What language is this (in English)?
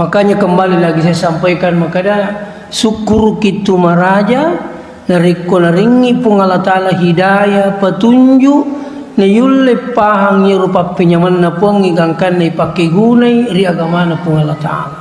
Buginese